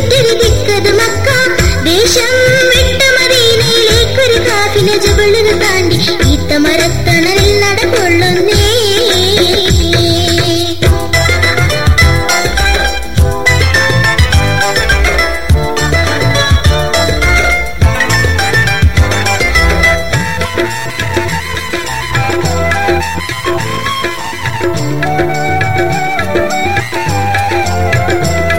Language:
Malayalam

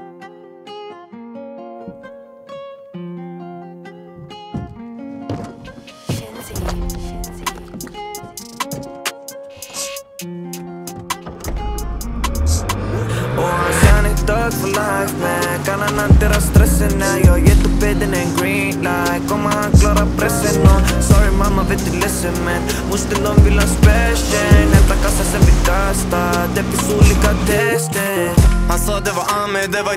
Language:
Swedish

